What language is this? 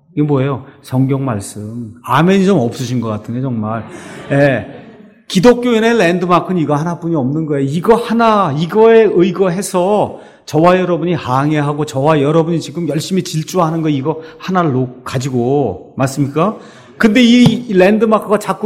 Korean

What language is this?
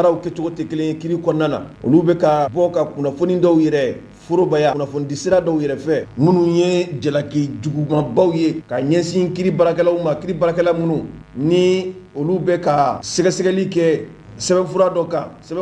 Mandingo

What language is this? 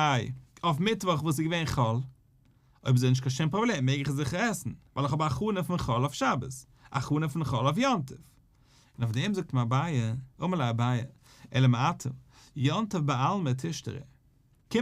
Yiddish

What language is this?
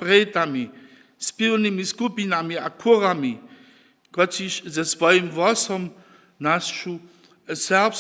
Upper Sorbian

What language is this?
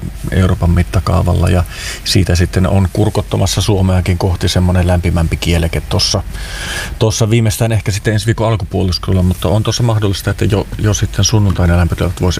Finnish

